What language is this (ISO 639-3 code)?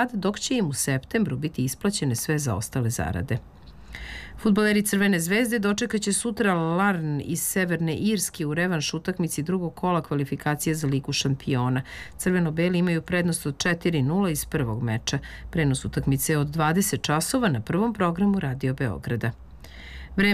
srp